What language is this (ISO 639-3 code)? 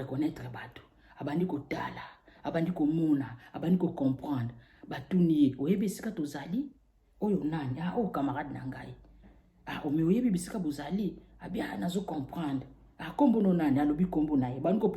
lin